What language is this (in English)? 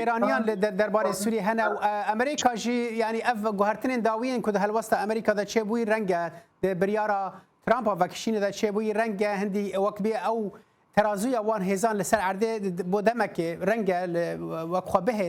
Kurdish